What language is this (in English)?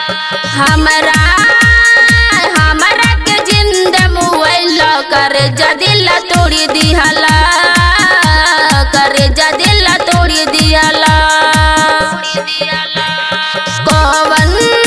Bhojpuri